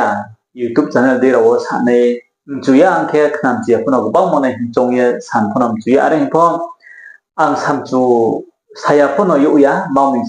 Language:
Riang (India)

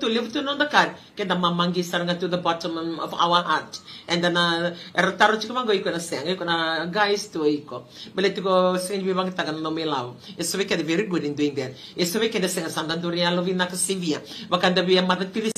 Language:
Fijian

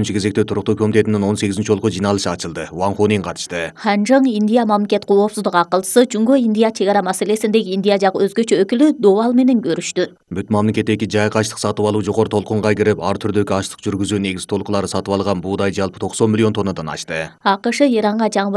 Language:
Kyrgyz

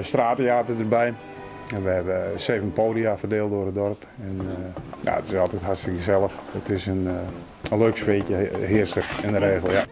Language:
Western Frisian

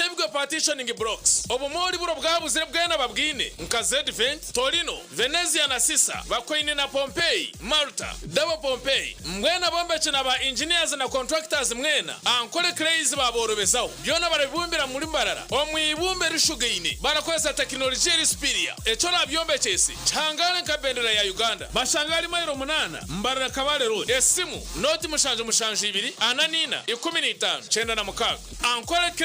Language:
Nyankole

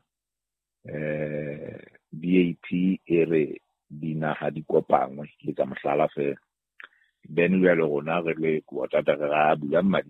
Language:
Southern Sotho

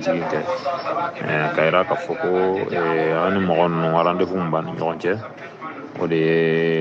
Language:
Bambara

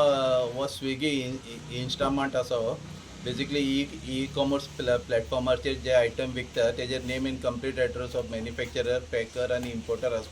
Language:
Konkani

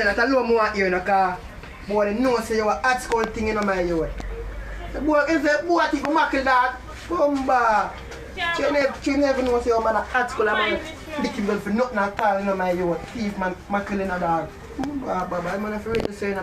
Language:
Jamaican Creole English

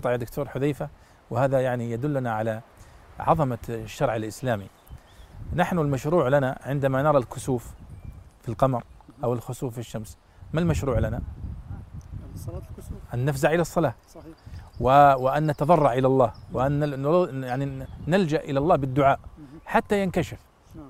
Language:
Arabic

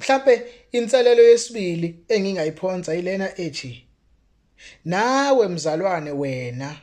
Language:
Zulu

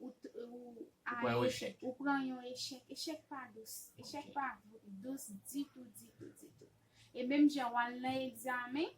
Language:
Haitian Creole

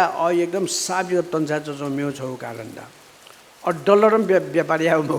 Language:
Newari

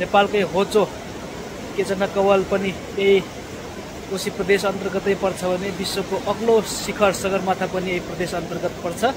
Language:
Nepali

